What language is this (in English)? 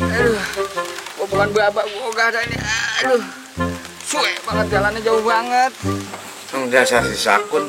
Betawi